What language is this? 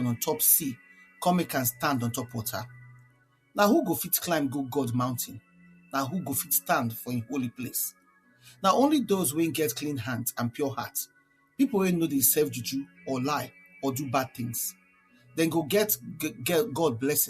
Nigerian Pidgin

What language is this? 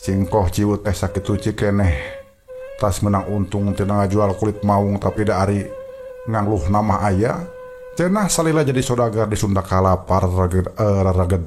Sundanese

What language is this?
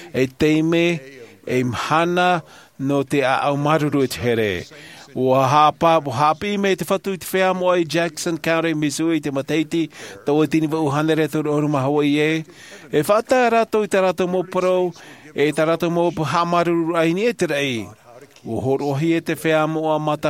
Tahitian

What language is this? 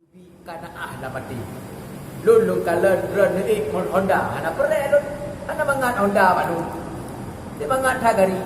Achinese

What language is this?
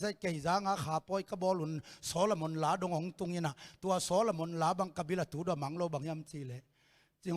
Tedim Chin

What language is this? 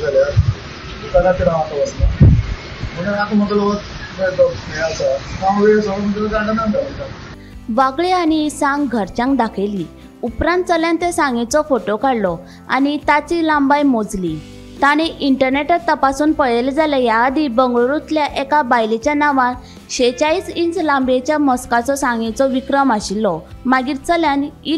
Konkani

